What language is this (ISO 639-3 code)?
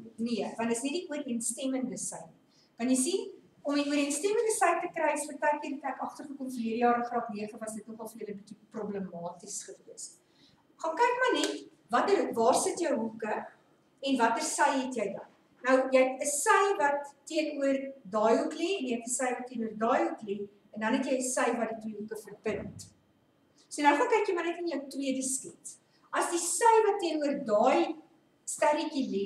afr